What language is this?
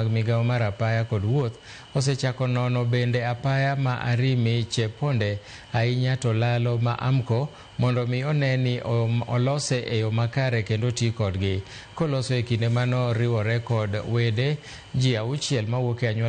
Luo (Kenya and Tanzania)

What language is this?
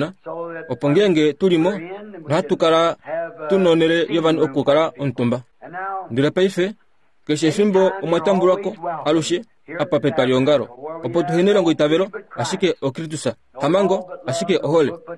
Kuanyama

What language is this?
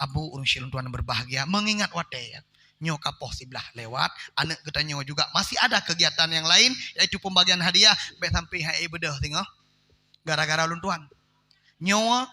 Achinese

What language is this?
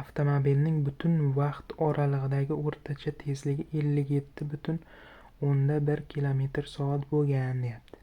Uzbek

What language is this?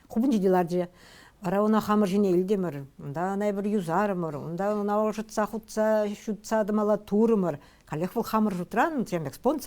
Chuvash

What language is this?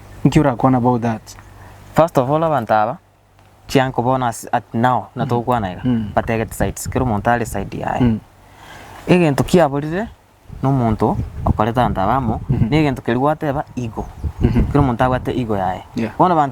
Gusii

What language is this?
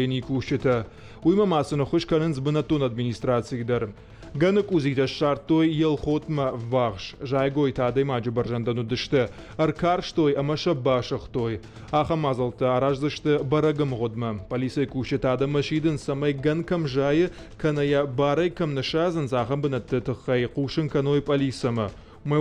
Ossetic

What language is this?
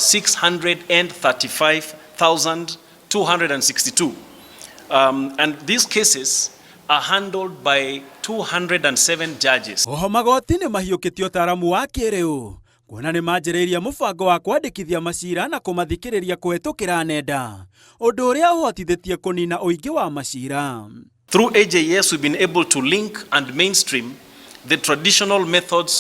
Kikuyu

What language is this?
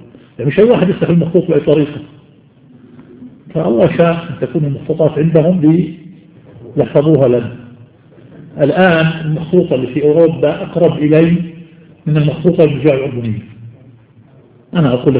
Arabic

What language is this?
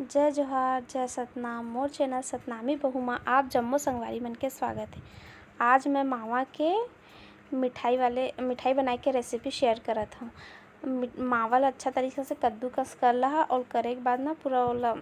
Chhattisgarhi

